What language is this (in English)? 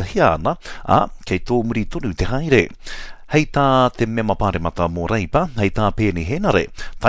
Māori